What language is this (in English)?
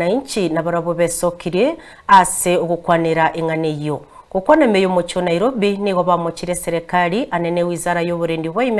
Gusii